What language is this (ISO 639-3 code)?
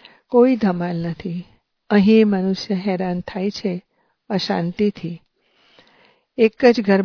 guj